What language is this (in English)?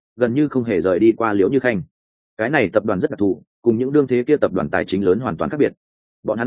Vietnamese